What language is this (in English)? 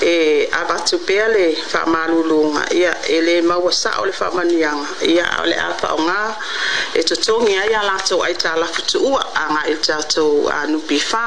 Samoan